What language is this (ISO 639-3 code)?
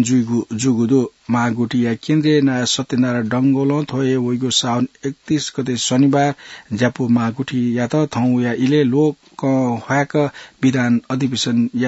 new